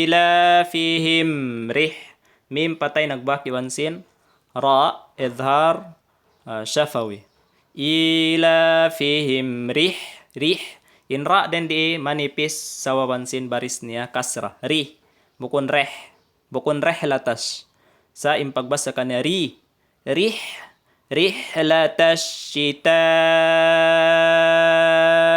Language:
Tausug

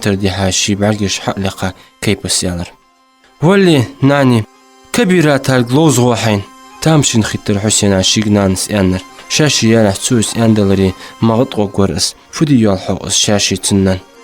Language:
Ingush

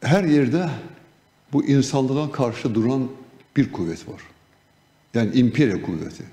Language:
Gagauz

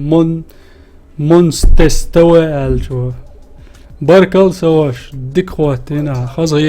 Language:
Chechen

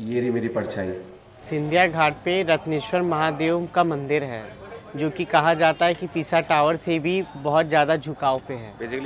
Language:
Hindi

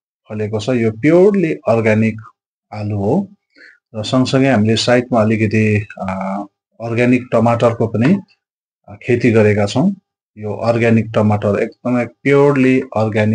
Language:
Nepali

